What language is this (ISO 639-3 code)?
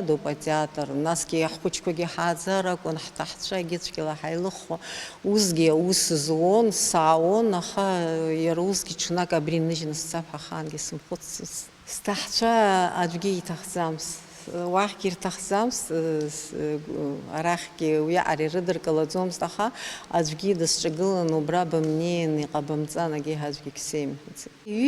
abk